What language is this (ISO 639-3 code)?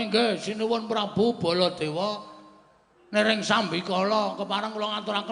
jav